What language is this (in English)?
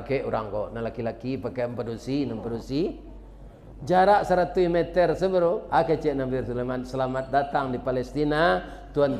Minangkabau